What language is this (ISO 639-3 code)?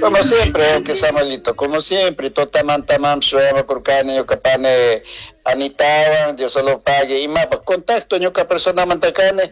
qug